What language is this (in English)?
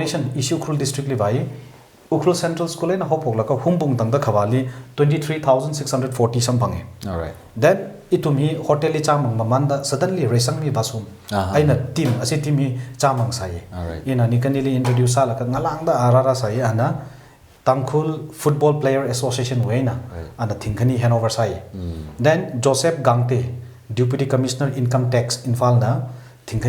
Tangkhul Naga (India)